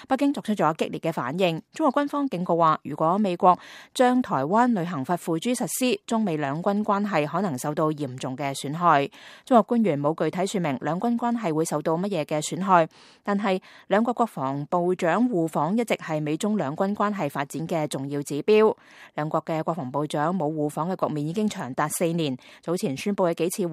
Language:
Cantonese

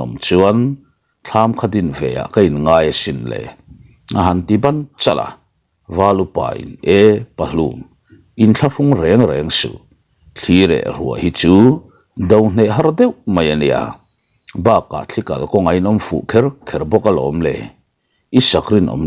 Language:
Mizo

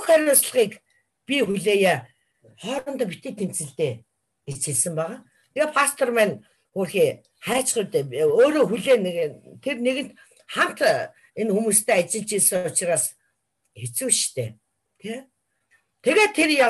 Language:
Mongolian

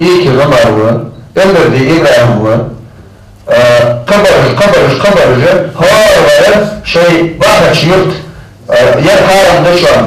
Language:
Ingush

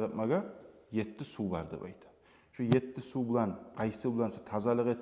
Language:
Kumyk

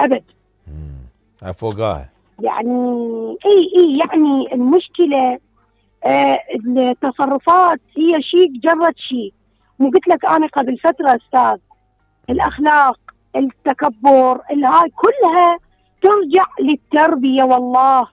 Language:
Mesopotamian Arabic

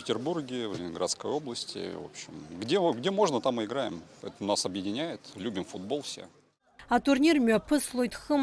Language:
Abkhazian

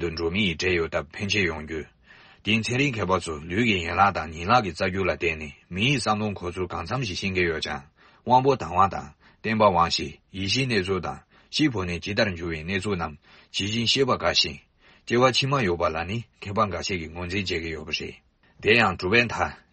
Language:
Tibetan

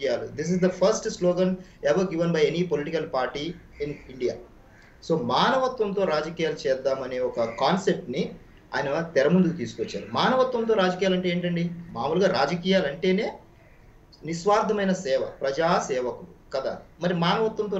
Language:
Telugu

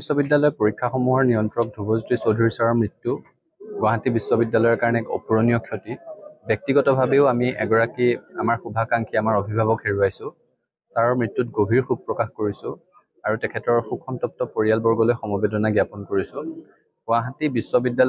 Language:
Assamese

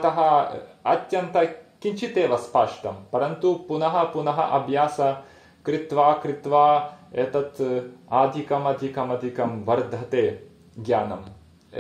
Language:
Sanskrit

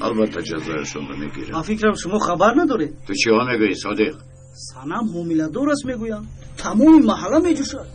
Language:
Tajik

